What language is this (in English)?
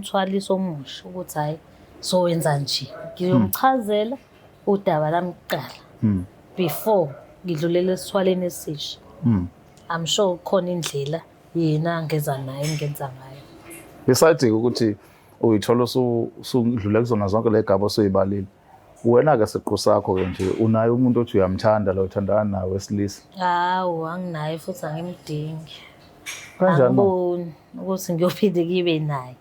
Zulu